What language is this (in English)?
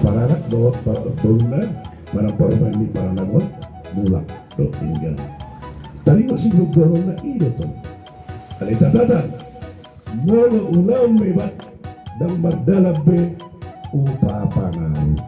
Batak Toba